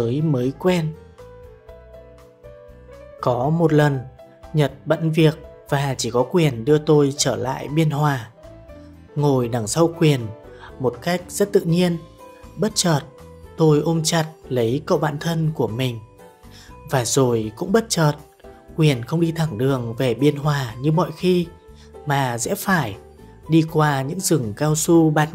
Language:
Vietnamese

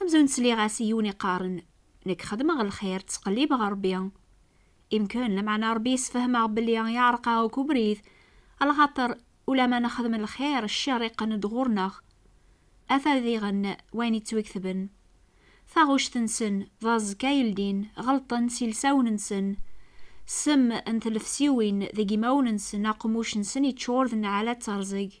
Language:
Kabyle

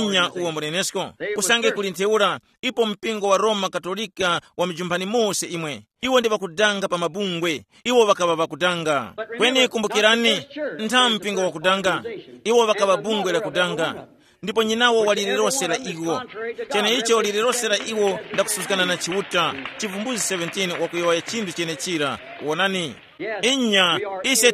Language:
Tumbuka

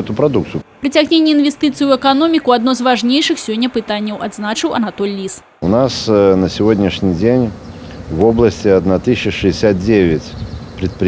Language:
Belarusian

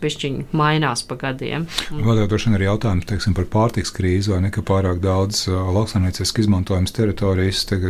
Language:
Latvian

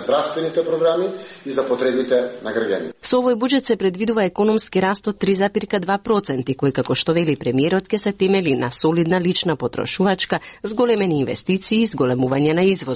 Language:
Macedonian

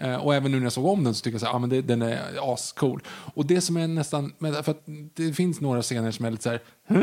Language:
Swedish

